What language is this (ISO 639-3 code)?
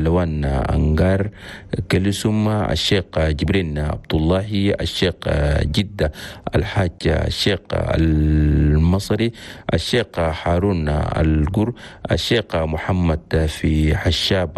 shu